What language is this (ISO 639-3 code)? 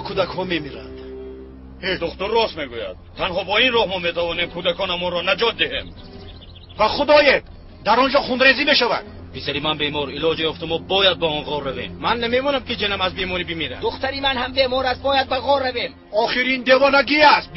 tgk